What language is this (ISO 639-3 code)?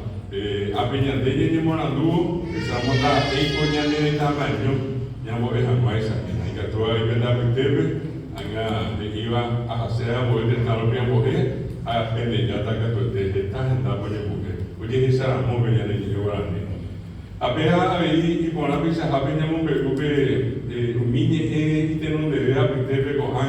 grn